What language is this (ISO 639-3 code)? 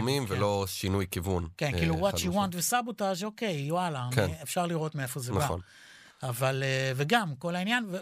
heb